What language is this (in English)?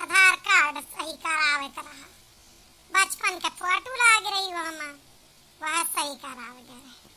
Awadhi